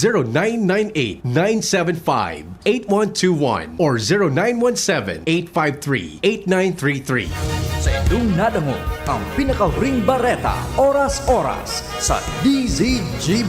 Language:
Bikol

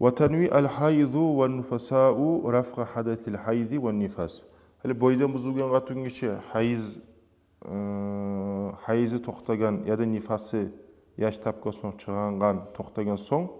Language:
Kumyk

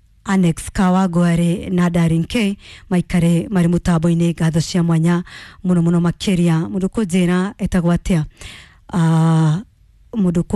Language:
Kikuyu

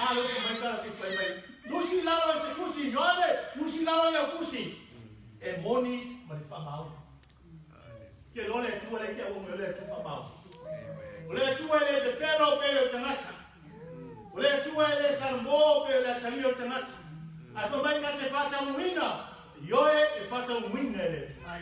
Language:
Samoan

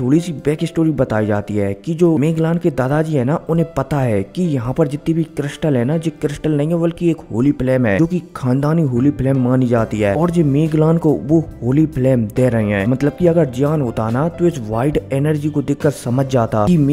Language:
Hindi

